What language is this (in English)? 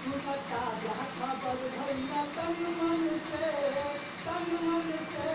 Maithili